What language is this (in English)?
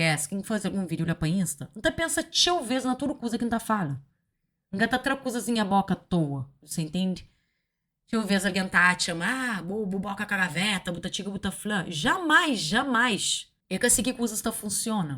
Kabuverdianu